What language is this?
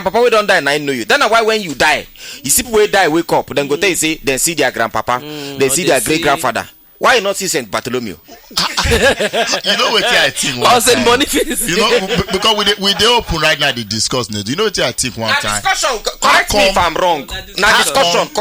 Nigerian Pidgin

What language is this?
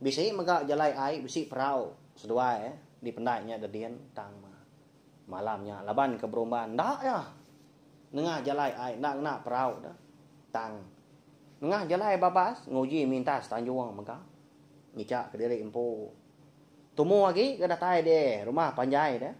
Iban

